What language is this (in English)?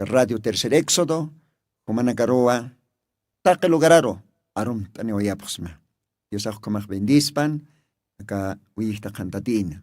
Aymara